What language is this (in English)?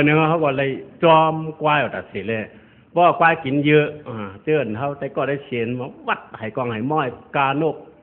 Shan